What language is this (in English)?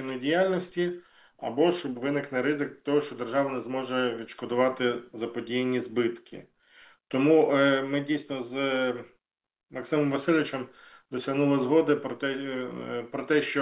Ukrainian